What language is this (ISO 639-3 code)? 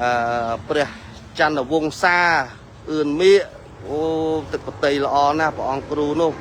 khm